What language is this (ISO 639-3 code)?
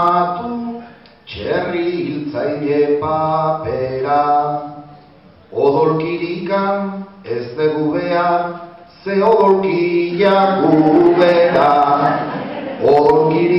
eus